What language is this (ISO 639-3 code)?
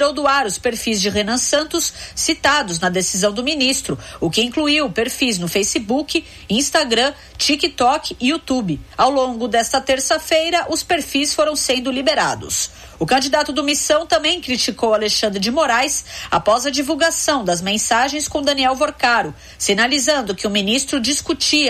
por